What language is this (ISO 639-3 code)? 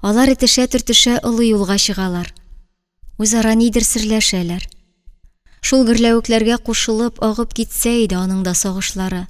tat